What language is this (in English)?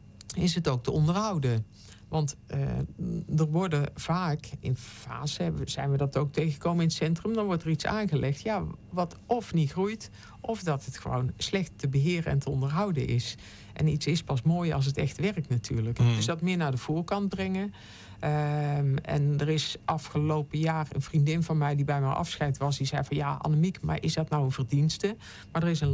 Dutch